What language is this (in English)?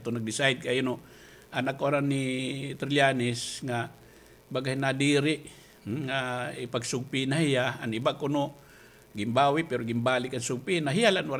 Waray